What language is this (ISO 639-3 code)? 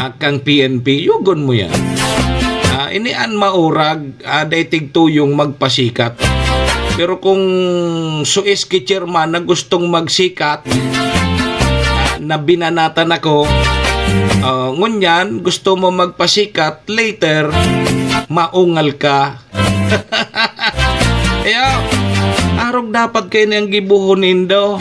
bik